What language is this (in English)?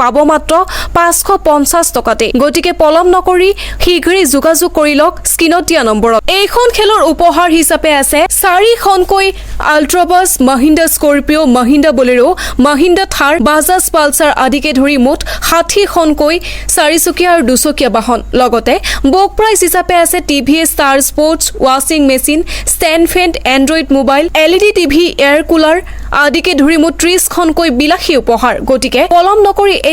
Assamese